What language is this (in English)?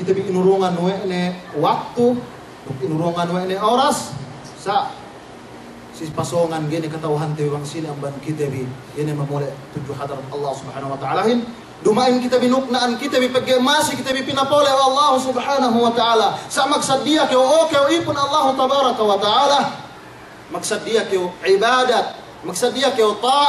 Yakan